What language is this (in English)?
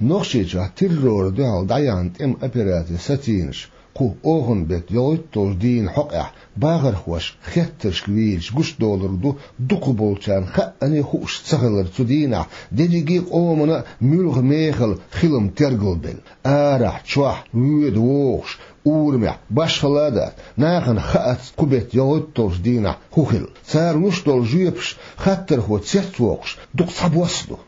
Chechen